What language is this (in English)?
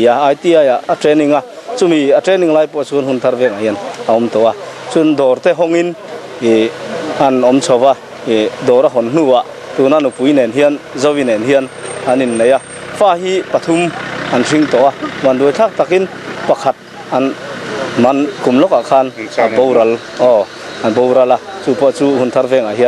Mizo